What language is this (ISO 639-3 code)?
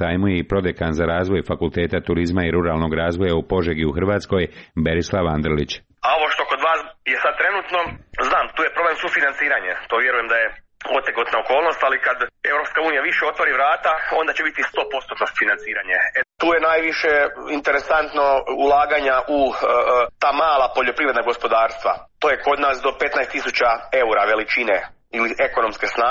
hrv